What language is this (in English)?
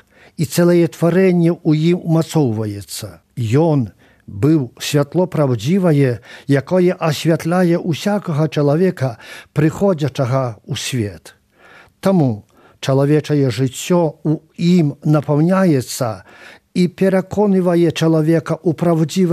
Belarusian